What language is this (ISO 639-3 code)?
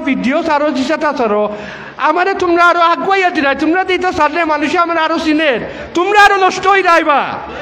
syl